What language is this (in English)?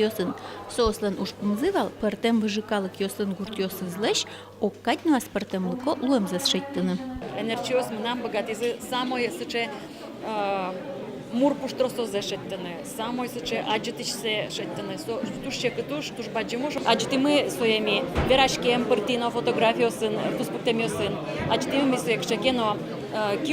Udmurt